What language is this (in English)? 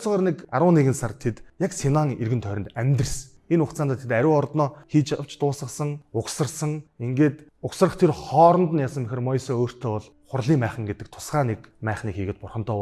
Mongolian